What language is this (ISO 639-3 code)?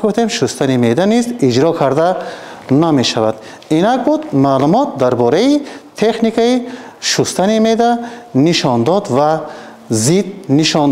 tgk